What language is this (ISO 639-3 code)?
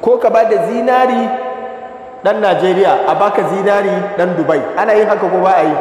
hau